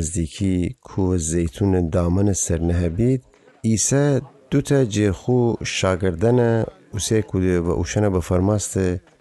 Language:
Gilaki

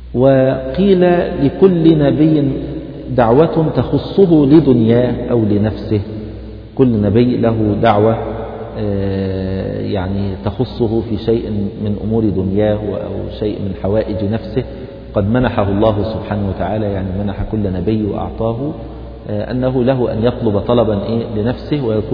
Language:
Arabic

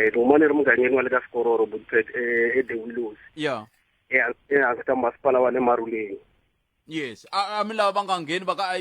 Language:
Tsonga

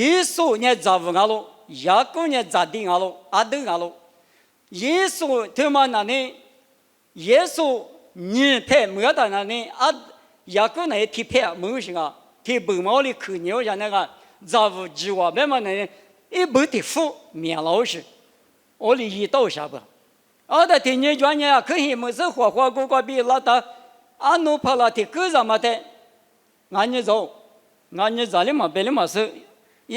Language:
Lisu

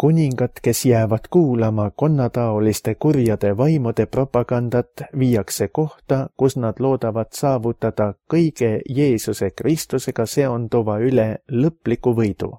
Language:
Estonian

